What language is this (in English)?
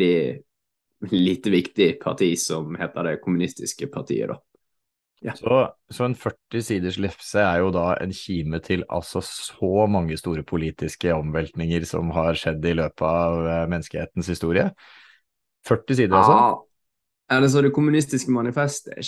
Norwegian